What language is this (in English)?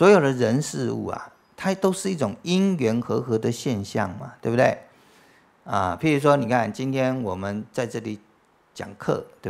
Chinese